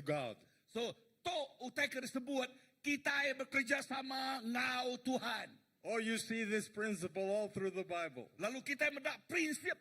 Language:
Iban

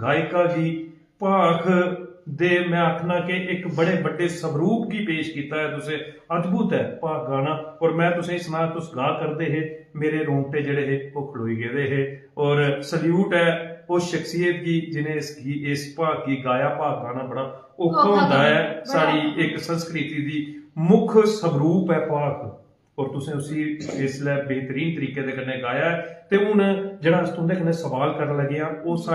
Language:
Dogri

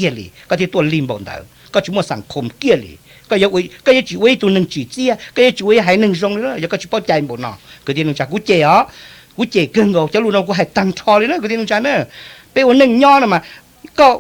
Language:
Hmong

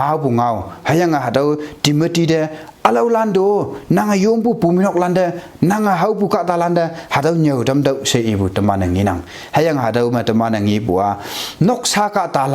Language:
Konyak Naga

